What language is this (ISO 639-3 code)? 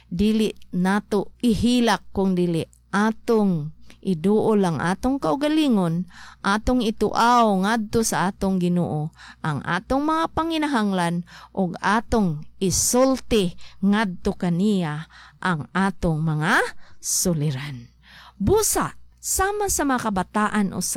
ceb